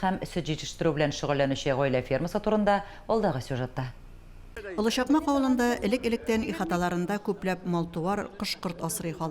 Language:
Tatar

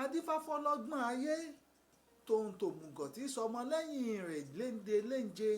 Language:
Yoruba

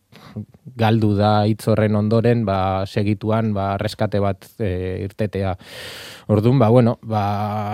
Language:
Basque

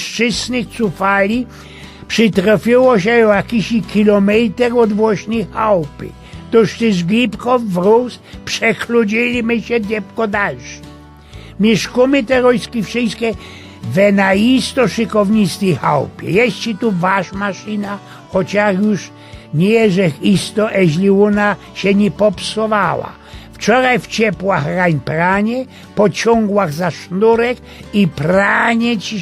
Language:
Silesian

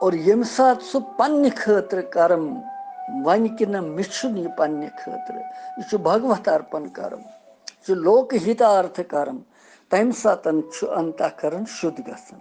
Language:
Kashmiri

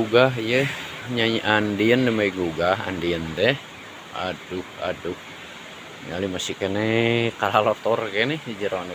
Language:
Sundanese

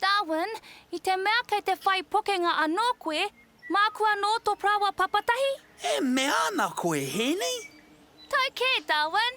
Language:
Māori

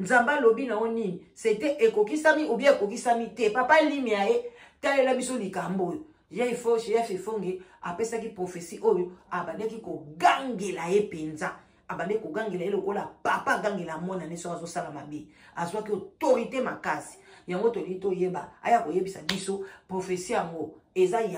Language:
Lingala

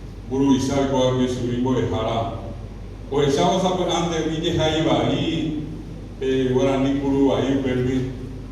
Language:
Guarani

